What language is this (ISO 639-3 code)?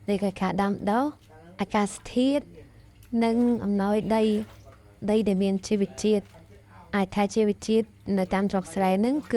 khm